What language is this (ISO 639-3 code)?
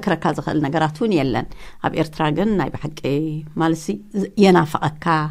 tir